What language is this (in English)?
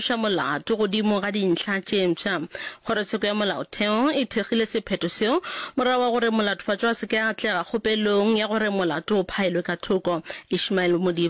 Northern Sotho